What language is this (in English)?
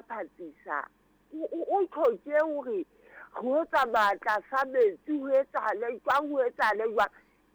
Southern Sotho